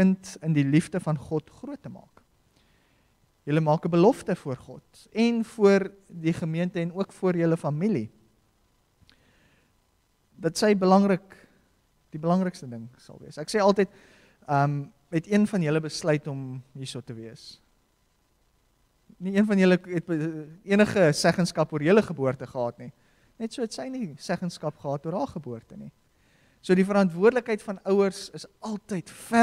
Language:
Afrikaans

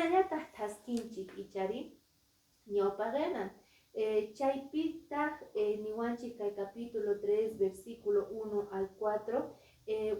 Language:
Quechua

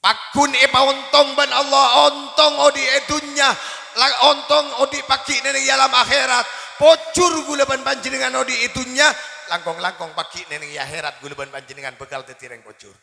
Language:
Madurese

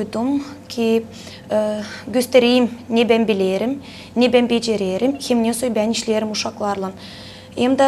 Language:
Gagauz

